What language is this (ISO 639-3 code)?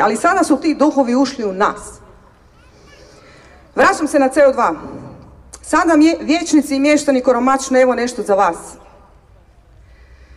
hrv